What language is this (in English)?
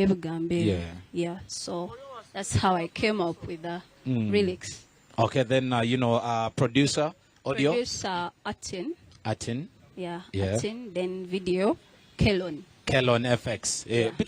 Nyankole